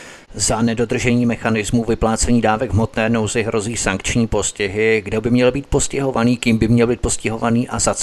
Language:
Czech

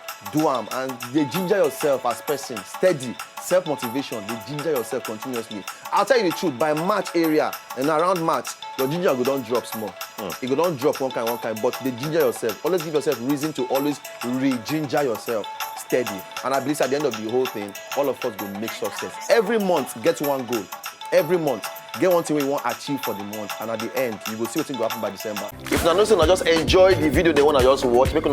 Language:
Nigerian Pidgin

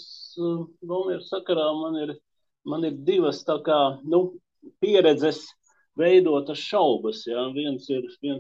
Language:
Latvian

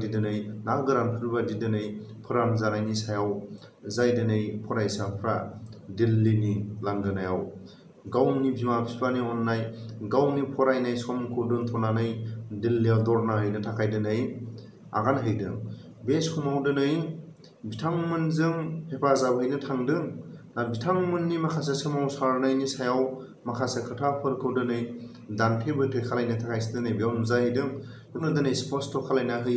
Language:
Bodo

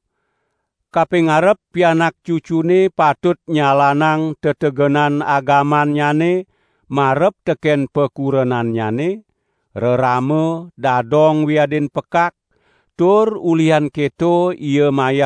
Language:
Balinese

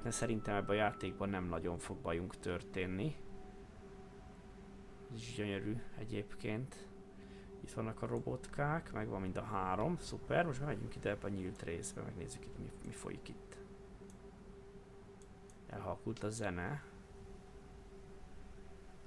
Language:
Hungarian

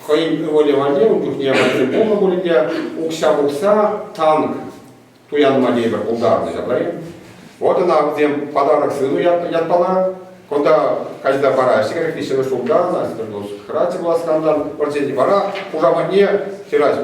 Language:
Chuvash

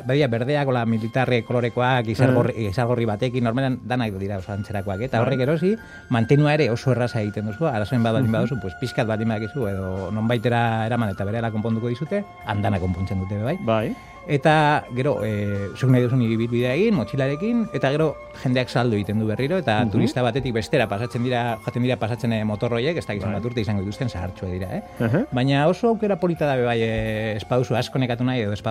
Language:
Basque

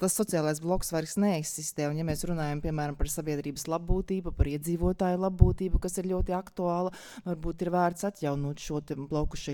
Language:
Latvian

